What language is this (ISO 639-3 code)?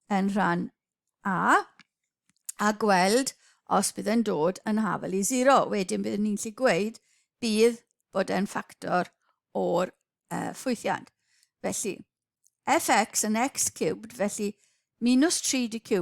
cym